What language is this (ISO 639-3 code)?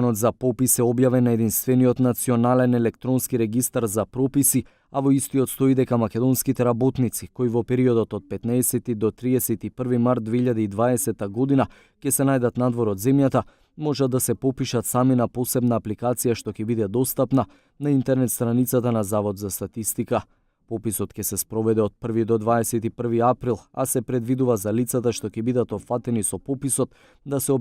mkd